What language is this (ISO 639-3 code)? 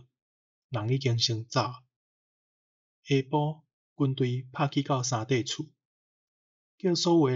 nan